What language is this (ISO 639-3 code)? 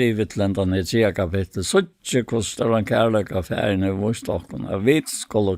fao